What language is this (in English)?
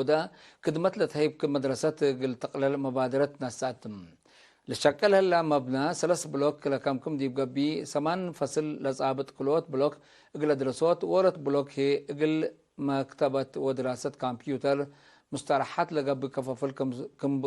Tigre